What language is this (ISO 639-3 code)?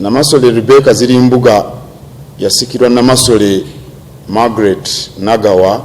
lug